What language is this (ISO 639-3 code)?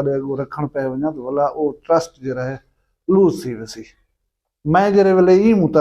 skr